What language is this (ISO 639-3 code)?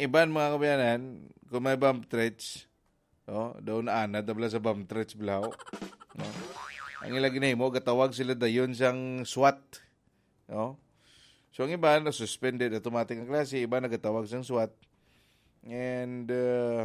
hil